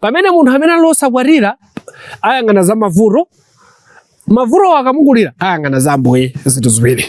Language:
Nyanja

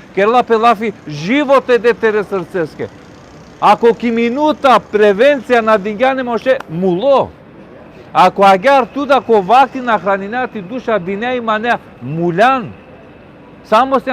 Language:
Balkan Romani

